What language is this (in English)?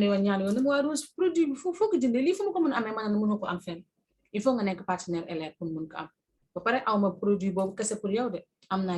Wolof